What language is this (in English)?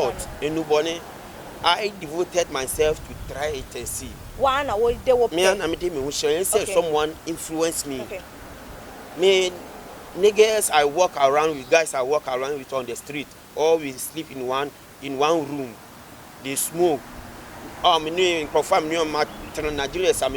Akan